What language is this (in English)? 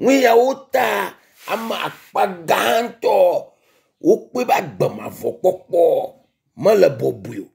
Ewe